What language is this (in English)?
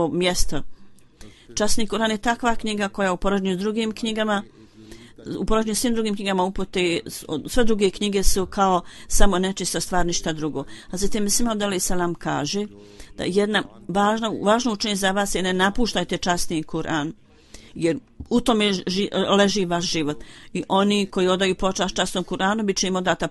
Bosnian